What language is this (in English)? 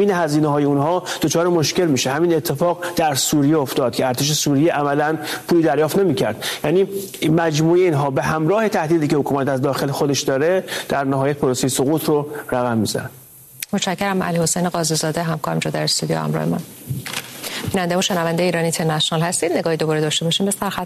Persian